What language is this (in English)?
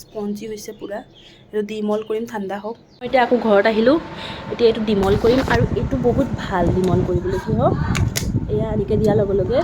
Assamese